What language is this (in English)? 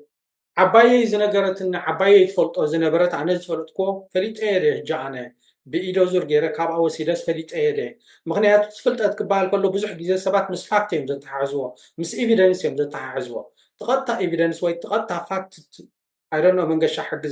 Tigrinya